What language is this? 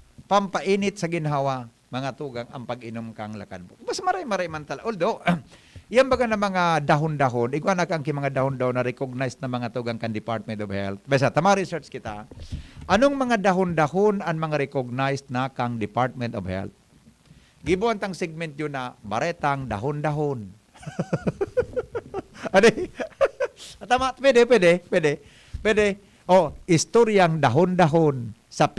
Bikol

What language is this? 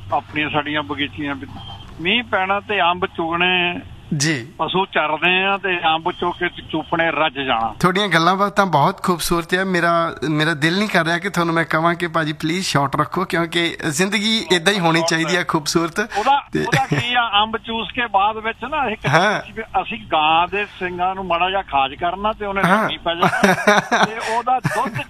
Punjabi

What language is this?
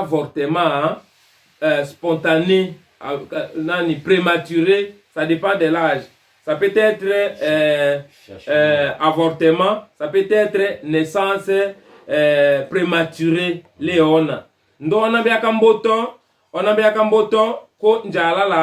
Tetela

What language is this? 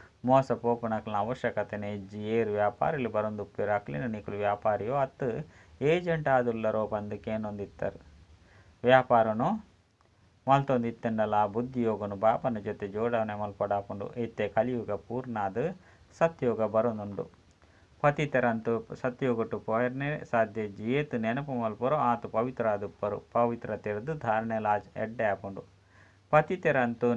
Tulu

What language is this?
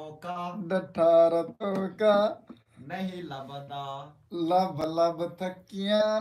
Saraiki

